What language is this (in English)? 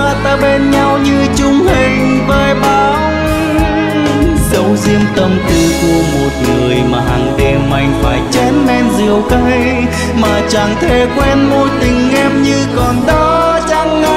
Vietnamese